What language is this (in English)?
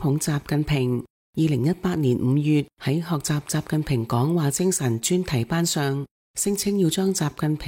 Cantonese